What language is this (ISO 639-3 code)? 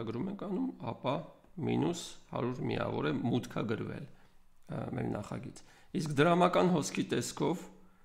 hye